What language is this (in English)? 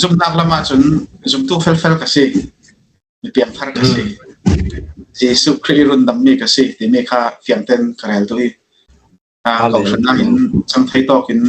Falam Chin